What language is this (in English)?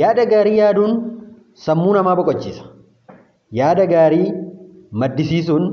Oromo